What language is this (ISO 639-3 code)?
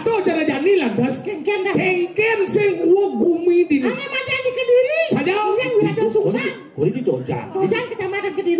ban